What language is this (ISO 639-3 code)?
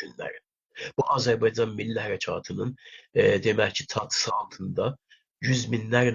azb